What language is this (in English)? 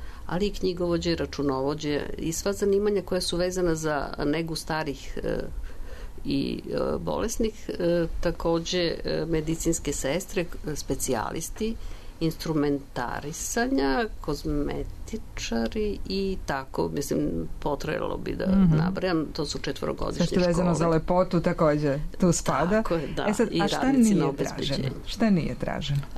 Serbian